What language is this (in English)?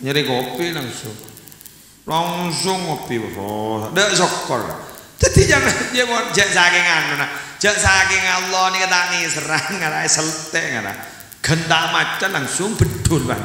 Madurese